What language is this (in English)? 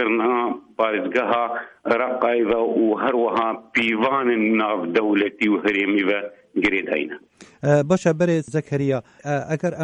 Kurdish